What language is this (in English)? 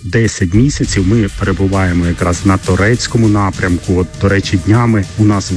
Ukrainian